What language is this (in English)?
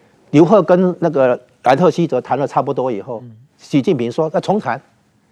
Chinese